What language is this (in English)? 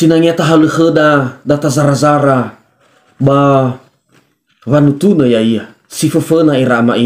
Nias